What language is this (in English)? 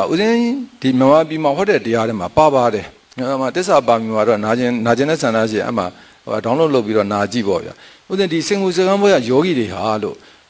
Burmese